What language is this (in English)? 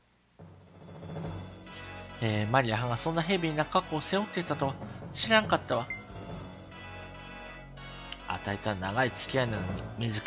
Japanese